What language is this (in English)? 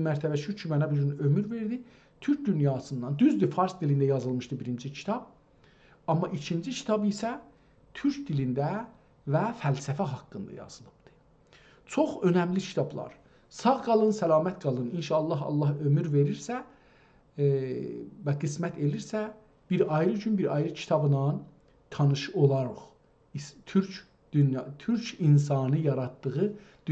South Azerbaijani